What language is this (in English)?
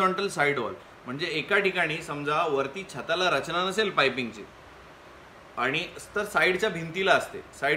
Marathi